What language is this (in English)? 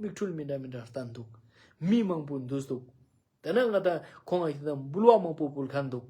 Ladakhi